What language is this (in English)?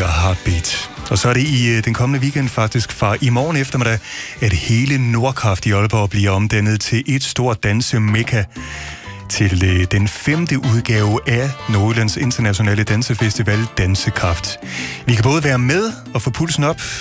Danish